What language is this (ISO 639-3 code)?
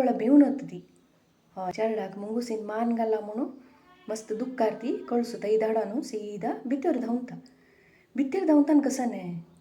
kok